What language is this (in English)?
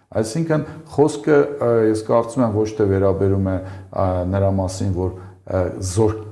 Armenian